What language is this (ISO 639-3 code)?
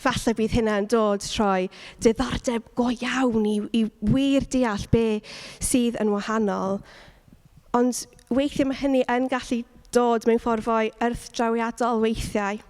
cym